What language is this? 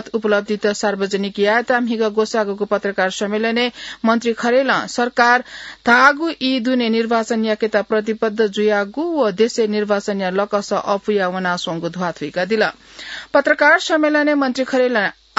Newari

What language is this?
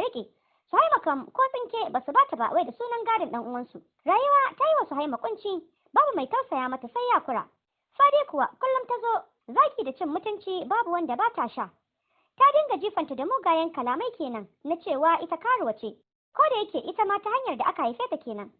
Hausa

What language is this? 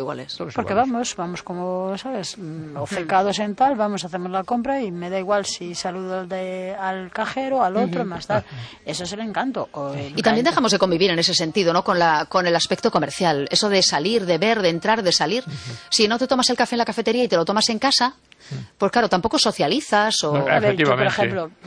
Spanish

